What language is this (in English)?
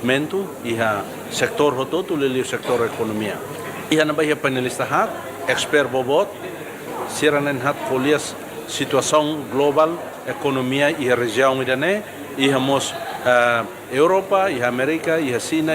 Tetum